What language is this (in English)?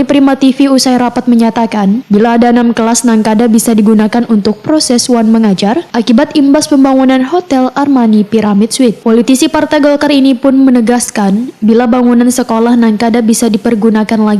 Banjar